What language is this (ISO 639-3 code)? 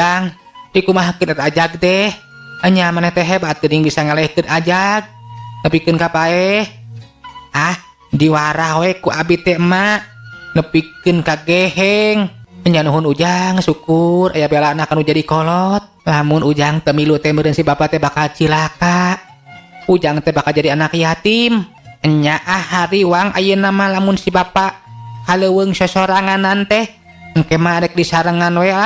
sun